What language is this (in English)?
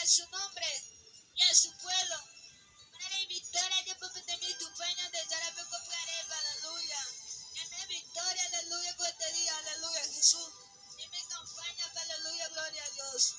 Guarani